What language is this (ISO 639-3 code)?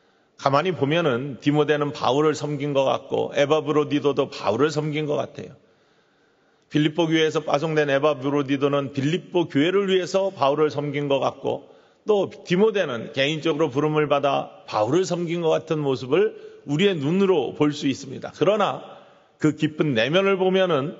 kor